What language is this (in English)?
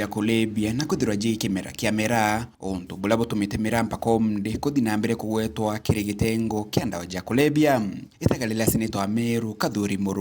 Meru